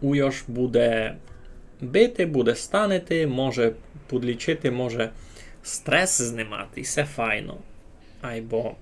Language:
Rusyn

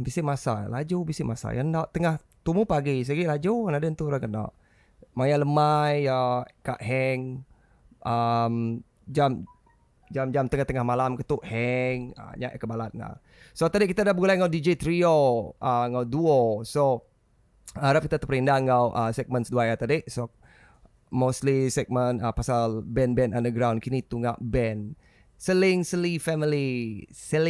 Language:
Iban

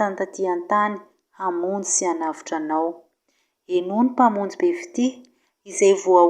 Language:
Malagasy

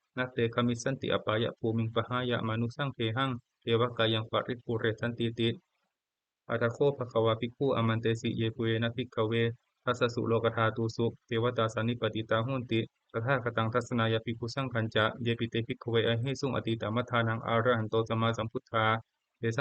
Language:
Pali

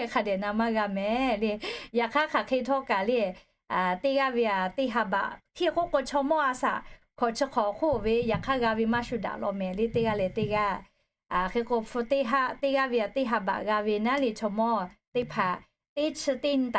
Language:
Lahu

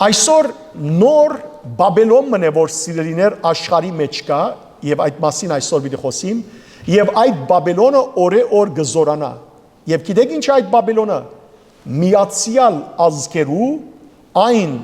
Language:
Western Armenian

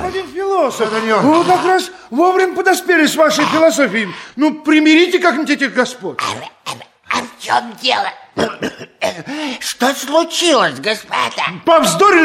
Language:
Russian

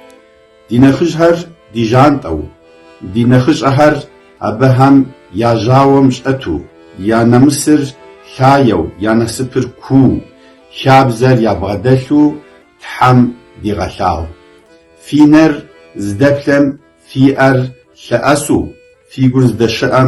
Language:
Kabardian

